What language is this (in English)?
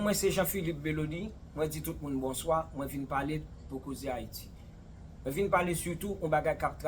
Haitian Creole